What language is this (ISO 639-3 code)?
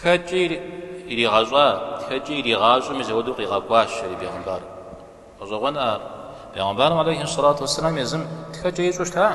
kbd